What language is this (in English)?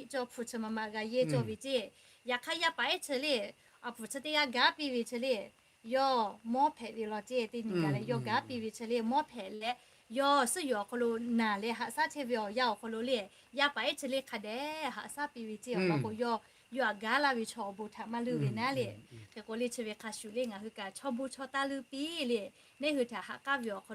Lahu